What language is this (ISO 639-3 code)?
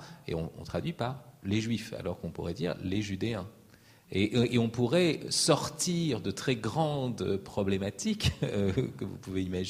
fra